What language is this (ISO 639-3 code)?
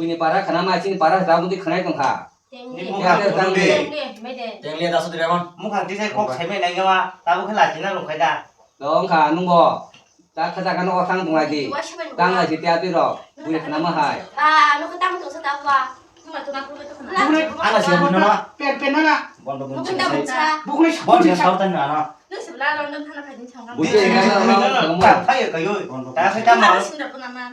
trp